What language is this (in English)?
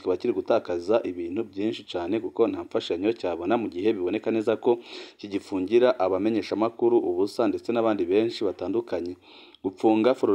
Rundi